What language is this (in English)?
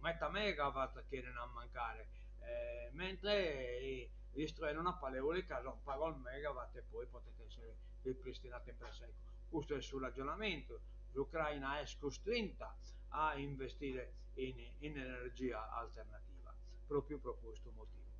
Sardinian